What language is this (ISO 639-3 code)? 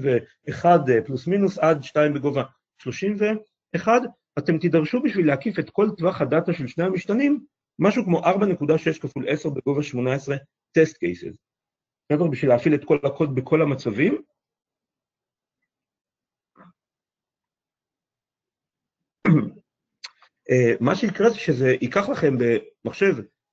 heb